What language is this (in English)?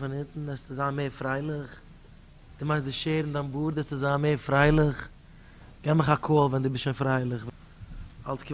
Yiddish